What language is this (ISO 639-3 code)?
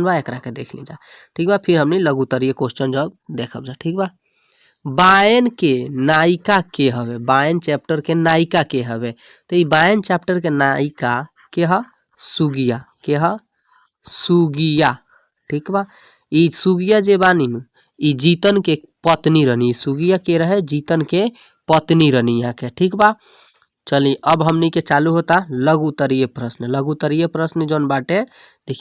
bho